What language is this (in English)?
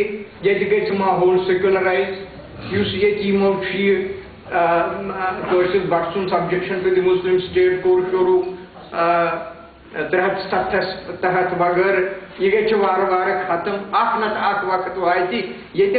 Kashmiri